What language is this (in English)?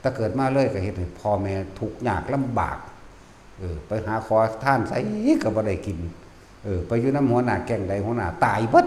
Northeastern Thai